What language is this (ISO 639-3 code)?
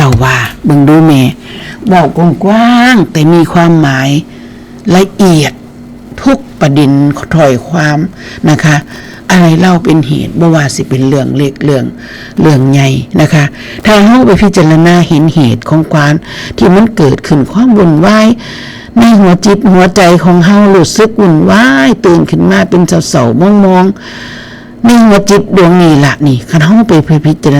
tts